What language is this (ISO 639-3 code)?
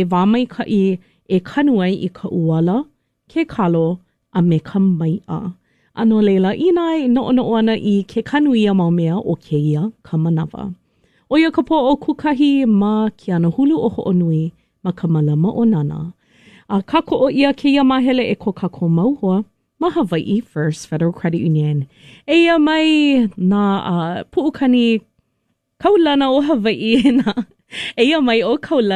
haw